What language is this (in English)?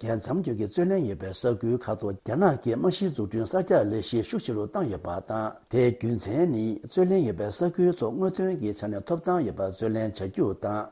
Tibetan